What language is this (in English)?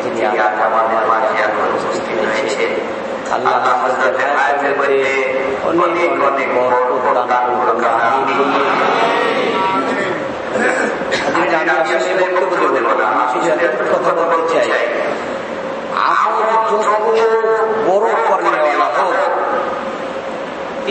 Bangla